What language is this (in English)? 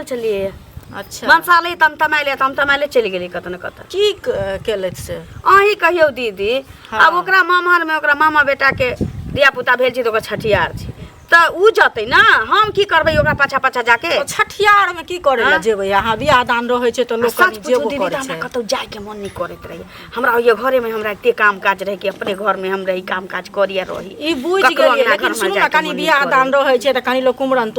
Maithili